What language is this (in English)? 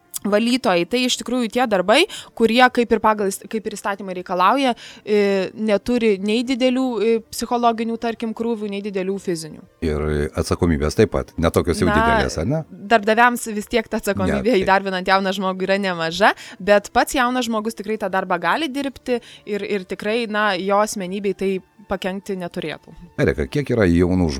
Lithuanian